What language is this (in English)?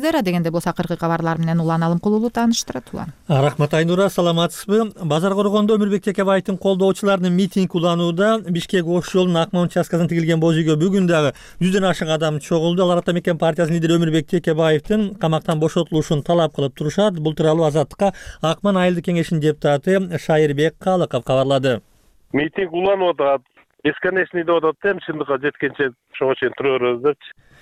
Kyrgyz